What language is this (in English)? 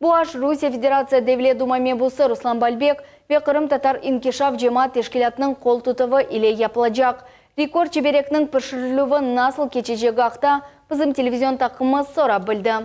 Crimean Tatar